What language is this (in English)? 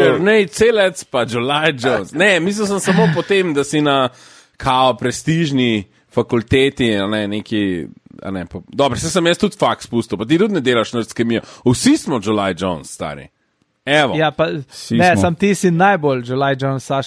Slovenian